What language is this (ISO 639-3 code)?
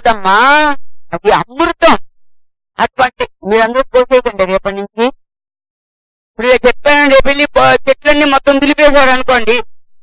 tel